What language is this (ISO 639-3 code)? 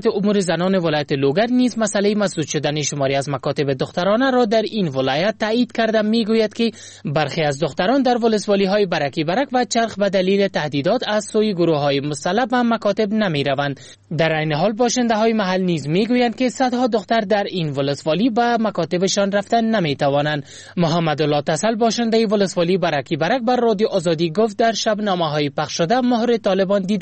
fas